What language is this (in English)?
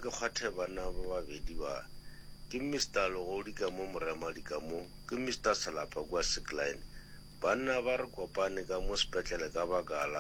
Northern Sotho